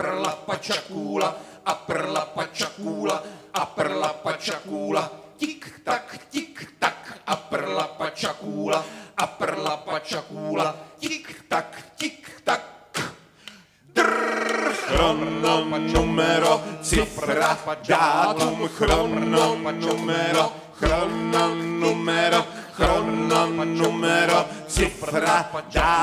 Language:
Czech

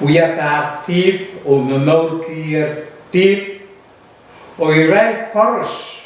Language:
Pohnpeian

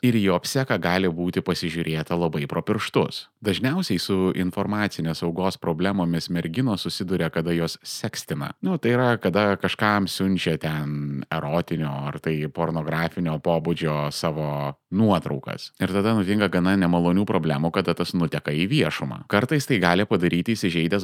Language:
Lithuanian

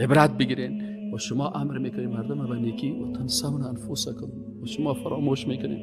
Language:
Persian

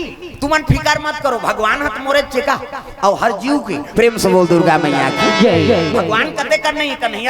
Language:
Chhattisgarhi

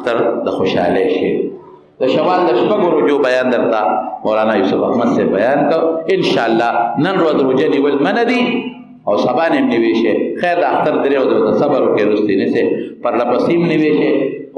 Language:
Pashto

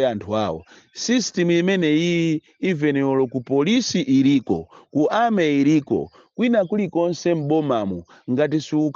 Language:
Nyanja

